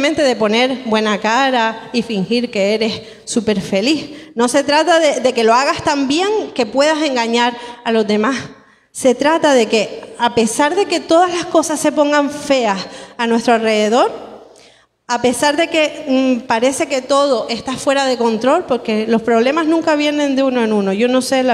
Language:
Spanish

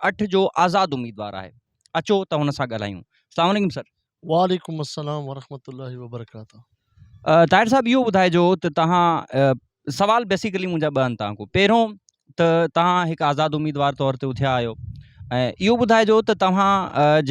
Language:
Sindhi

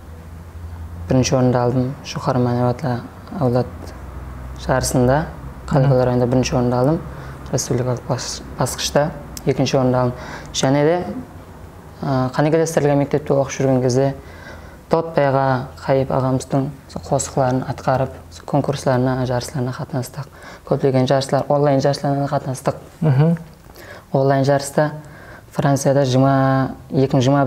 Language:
Kara-Kalpak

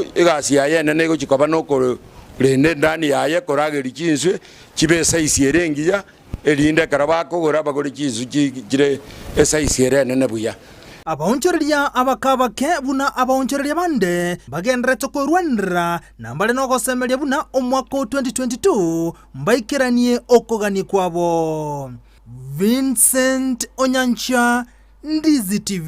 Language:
Gusii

